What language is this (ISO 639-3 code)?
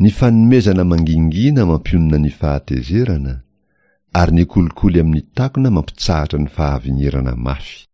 mlg